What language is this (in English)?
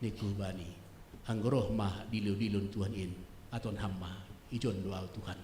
Batak Simalungun